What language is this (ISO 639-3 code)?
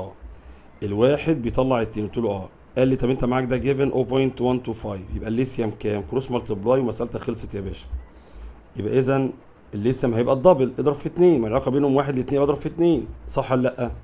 arz